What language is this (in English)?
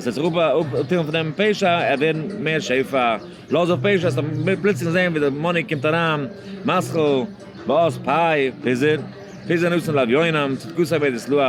Yiddish